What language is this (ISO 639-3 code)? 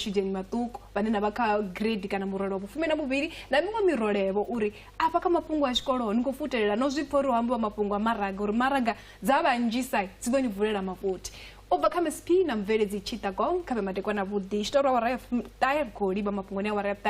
ven